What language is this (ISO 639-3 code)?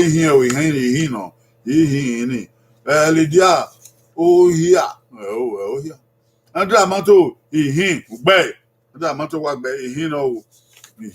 bin